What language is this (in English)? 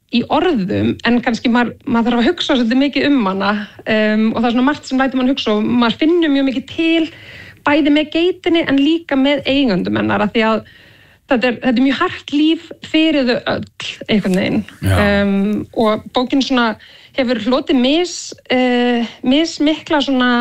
Icelandic